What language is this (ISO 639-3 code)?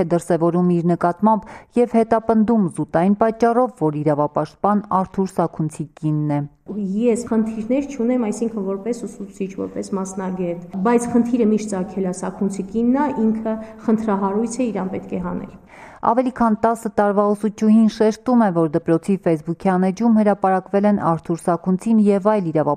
hye